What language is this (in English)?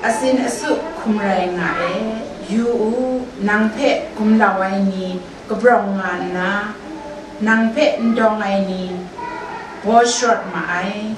Kachin